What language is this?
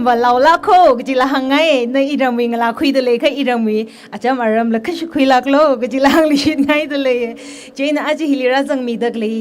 Tangkhul Naga (India)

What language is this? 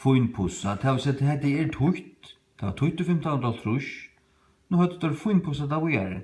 Faroese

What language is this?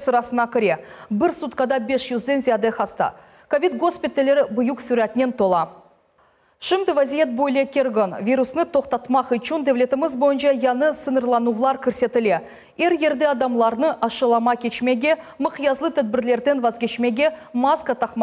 Crimean Tatar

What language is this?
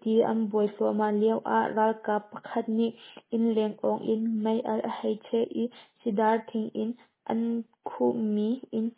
Hakha Chin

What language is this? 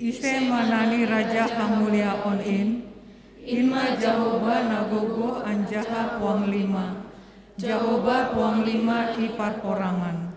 Batak Simalungun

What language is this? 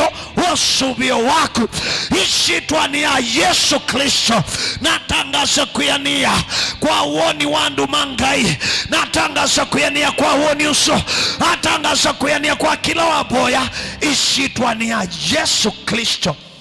Kamba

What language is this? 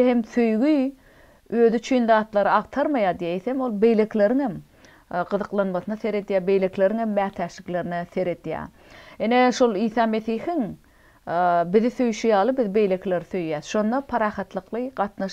Turkmen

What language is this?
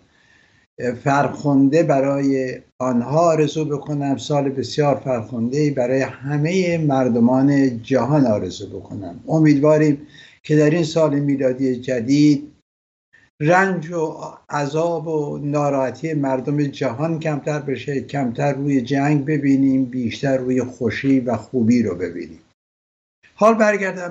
Persian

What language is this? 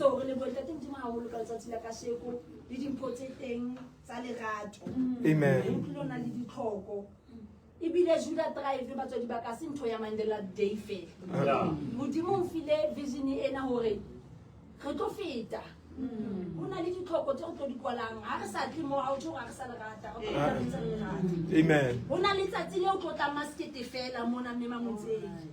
Southern Sotho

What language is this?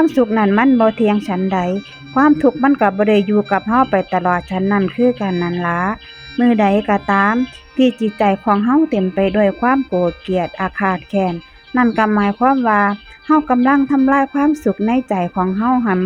Northeastern Thai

